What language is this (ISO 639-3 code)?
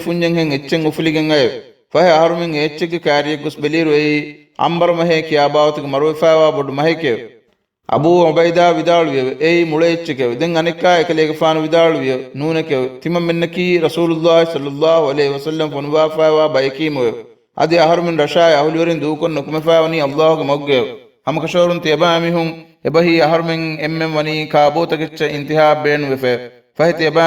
div